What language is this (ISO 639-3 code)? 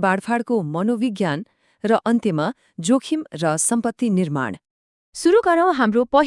nep